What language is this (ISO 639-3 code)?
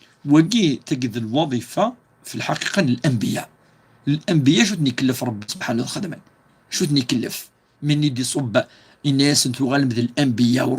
kab